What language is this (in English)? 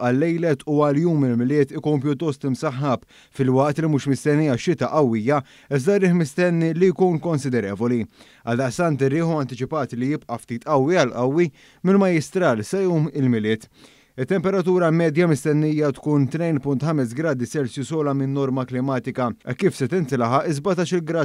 Maltese